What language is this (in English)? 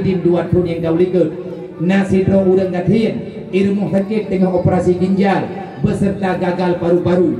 Achinese